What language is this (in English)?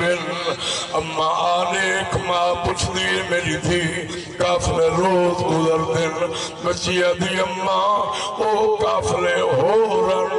Saraiki